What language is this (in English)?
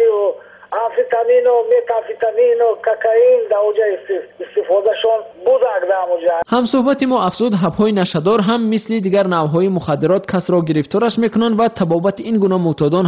Persian